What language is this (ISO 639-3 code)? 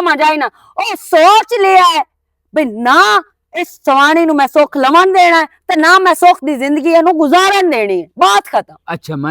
lah